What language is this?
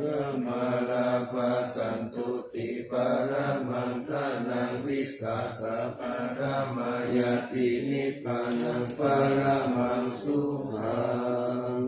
Pali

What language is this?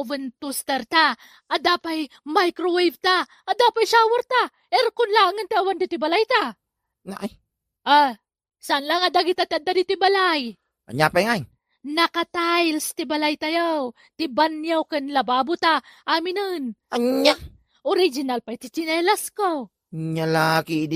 Iloko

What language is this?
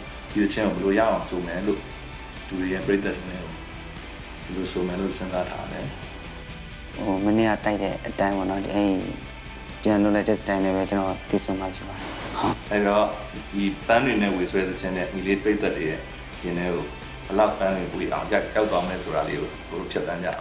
Burmese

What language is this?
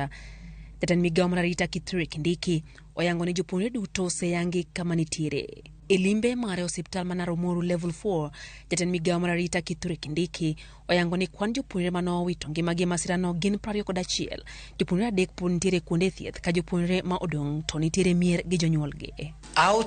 Luo (Kenya and Tanzania)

